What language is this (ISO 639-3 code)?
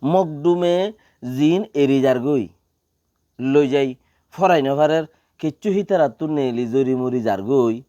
rhg